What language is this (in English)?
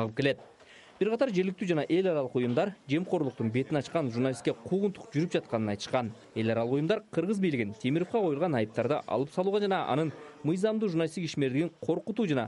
Kyrgyz